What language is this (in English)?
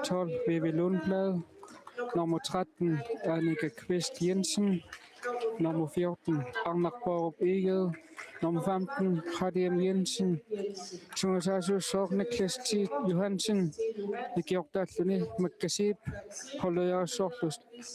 Kalaallisut